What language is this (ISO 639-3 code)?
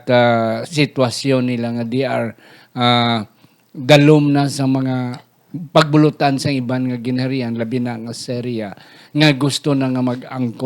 hil